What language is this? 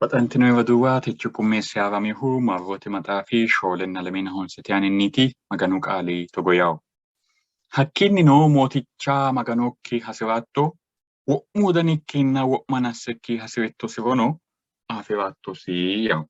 Sidamo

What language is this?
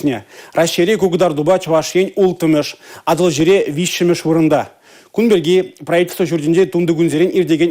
Chuvash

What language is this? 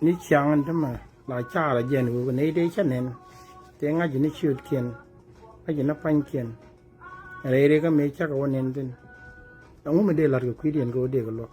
Nuer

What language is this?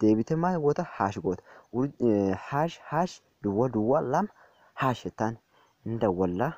Oromo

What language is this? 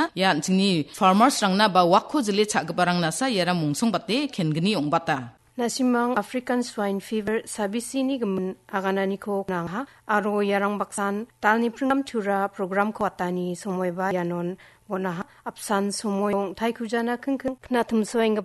Garo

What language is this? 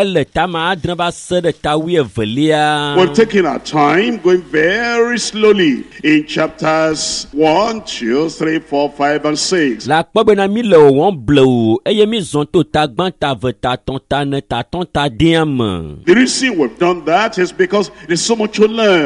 Ewe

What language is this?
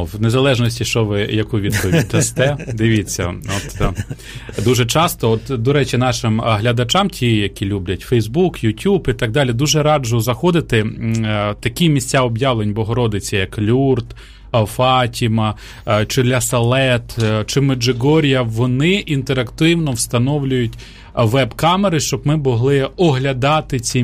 Ukrainian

